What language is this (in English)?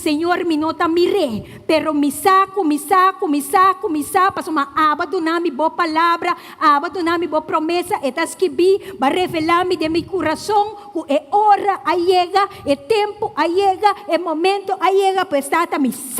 Papiamento